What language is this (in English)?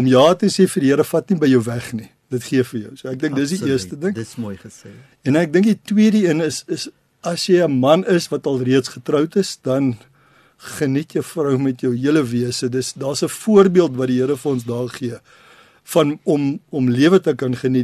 Afrikaans